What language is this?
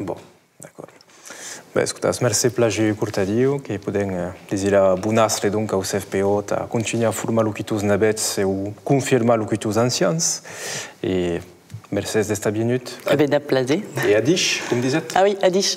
Occitan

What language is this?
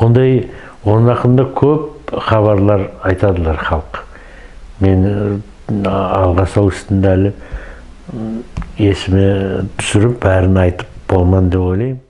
Nogai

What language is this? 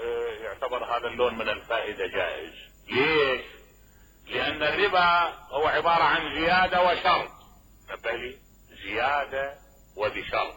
Mesopotamian Arabic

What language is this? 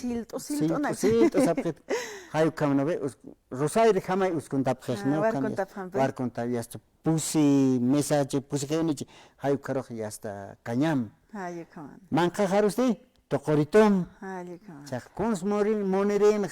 Aymara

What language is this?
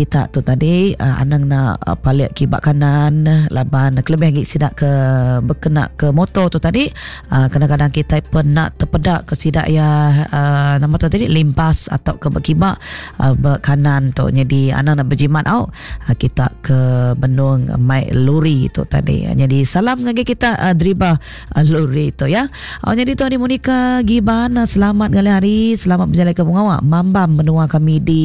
Iban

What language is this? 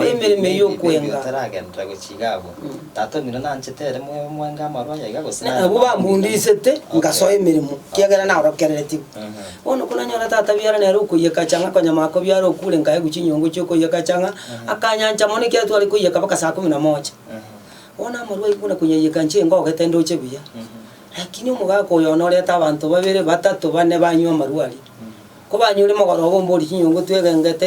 Gusii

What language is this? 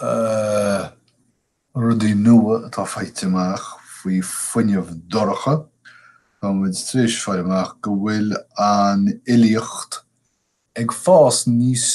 Irish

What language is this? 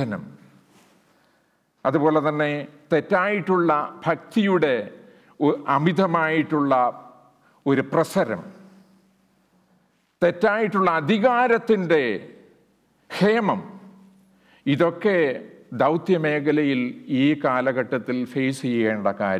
Malayalam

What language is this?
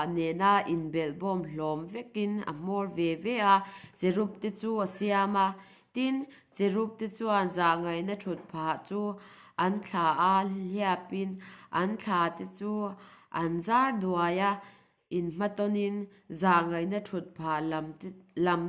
Mizo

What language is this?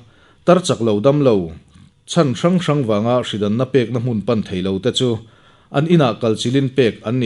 Mizo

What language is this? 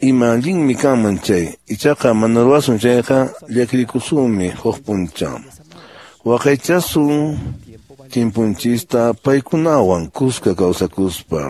Quechua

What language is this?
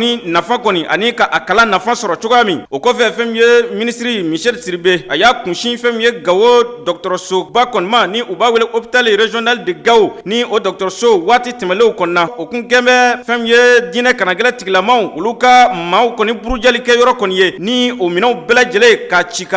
Bambara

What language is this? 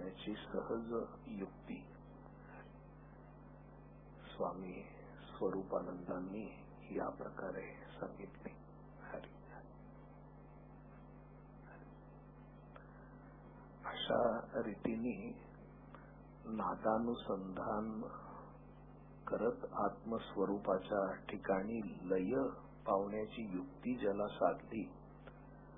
Marathi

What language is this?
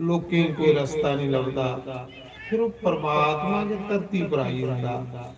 Dogri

